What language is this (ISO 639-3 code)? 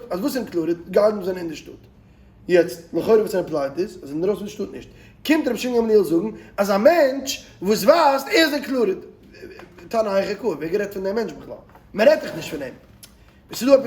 yid